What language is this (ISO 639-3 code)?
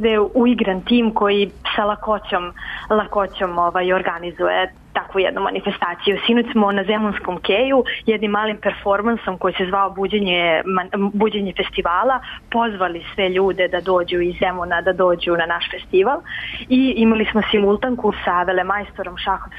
srp